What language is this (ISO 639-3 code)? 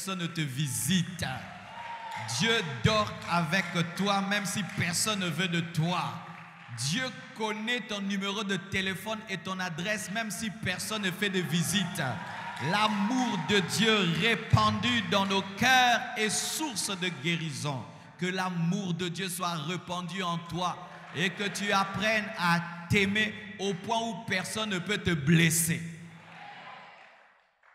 fra